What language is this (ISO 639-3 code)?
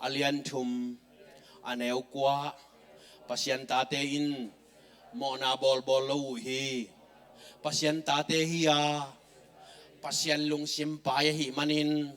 ctd